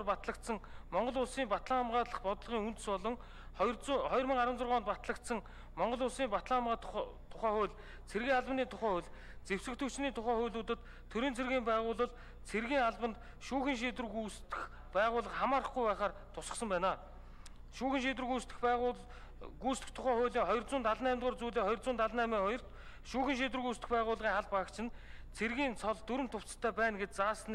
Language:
Mongolian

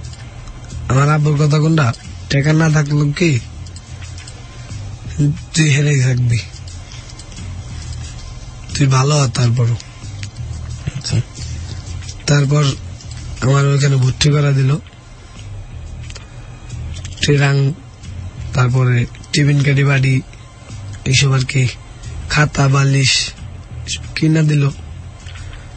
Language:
Bangla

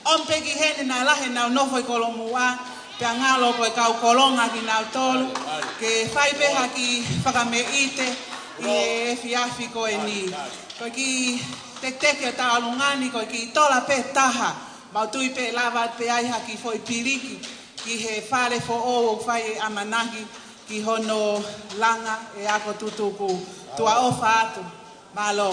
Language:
Tongan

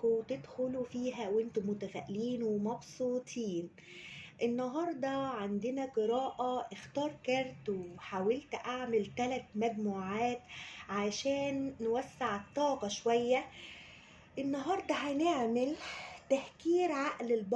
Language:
Egyptian Arabic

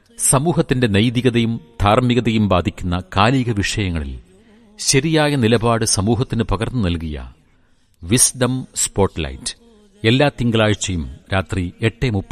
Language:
Malayalam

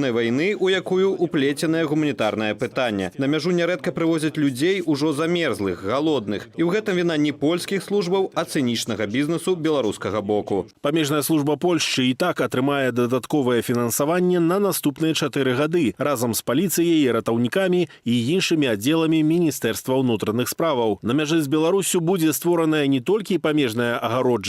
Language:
Belarusian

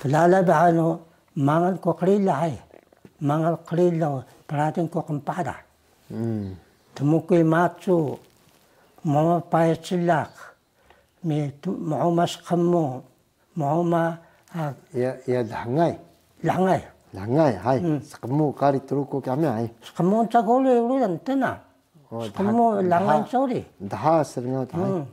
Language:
Taroko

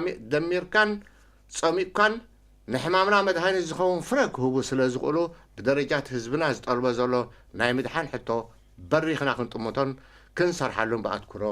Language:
Tigrinya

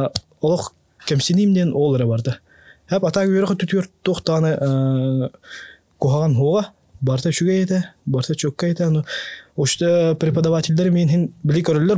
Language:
Yakut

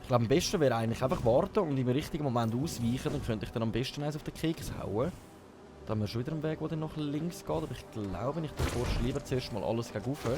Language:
Swiss German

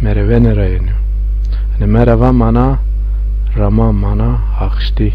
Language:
Zaza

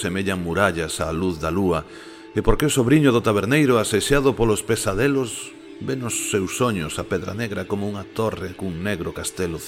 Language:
Galician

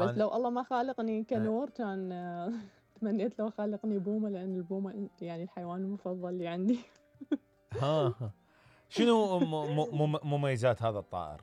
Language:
Mesopotamian Arabic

